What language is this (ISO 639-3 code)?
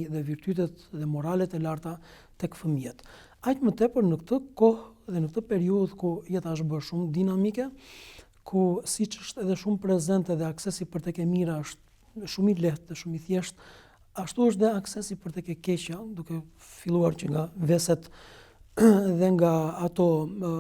sqi